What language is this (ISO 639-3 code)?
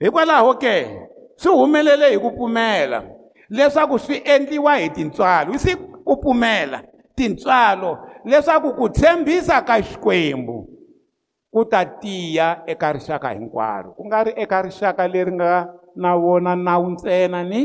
tso